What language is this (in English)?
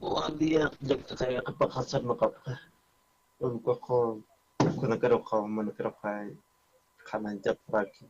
Aymara